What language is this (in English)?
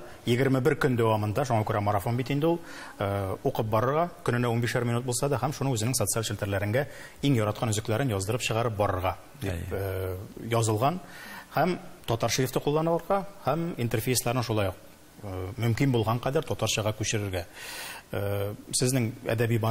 Tatar